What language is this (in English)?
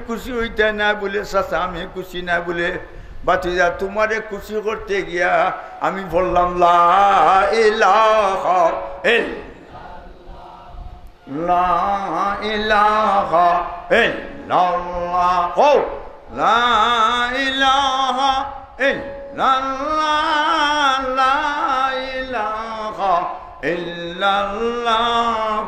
Sylheti